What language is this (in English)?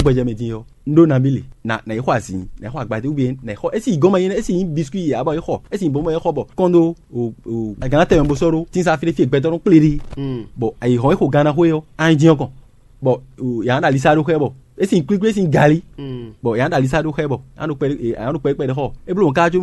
Fon